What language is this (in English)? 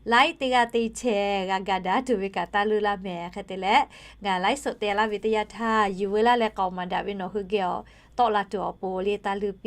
Lahu